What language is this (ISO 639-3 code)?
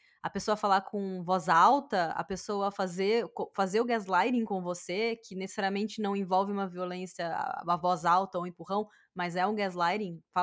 por